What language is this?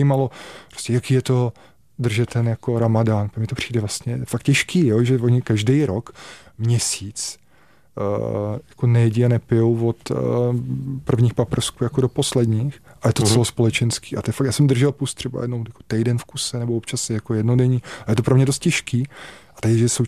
Czech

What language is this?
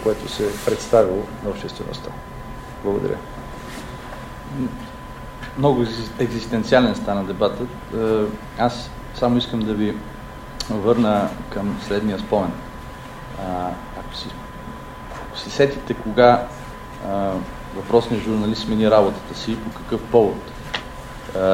Bulgarian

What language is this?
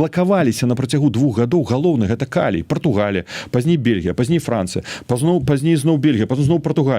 Belarusian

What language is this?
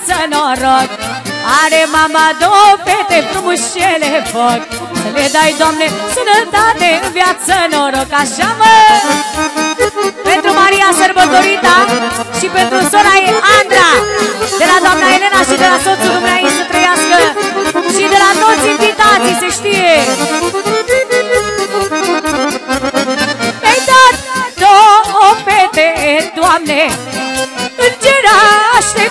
Romanian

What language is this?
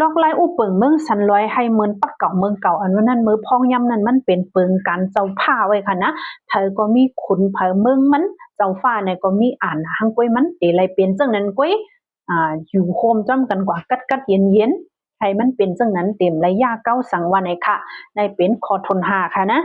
Shan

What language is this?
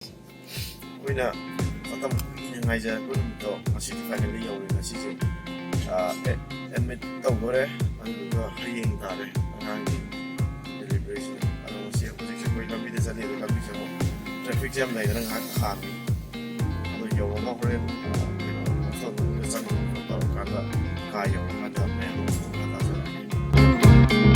Manipuri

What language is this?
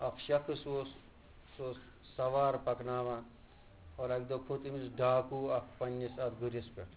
Kashmiri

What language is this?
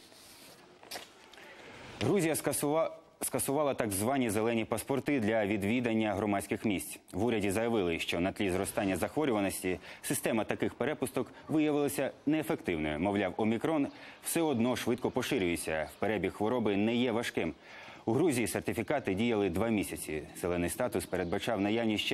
Ukrainian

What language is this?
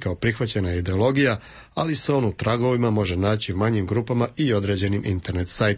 Croatian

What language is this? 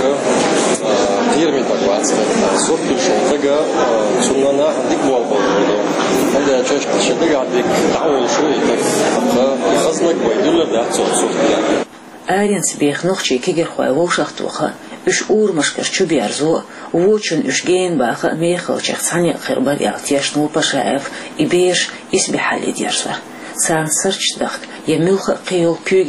Chechen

